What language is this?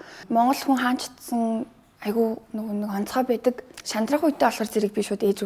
Mongolian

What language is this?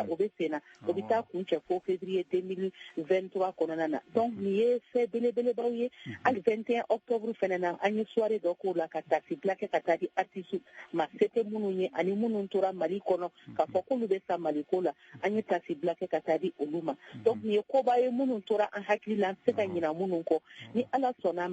Bambara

